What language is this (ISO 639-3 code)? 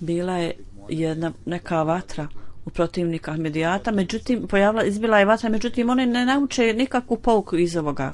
bos